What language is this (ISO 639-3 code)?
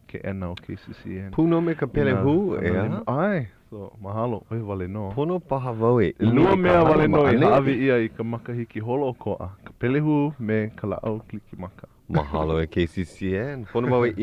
haw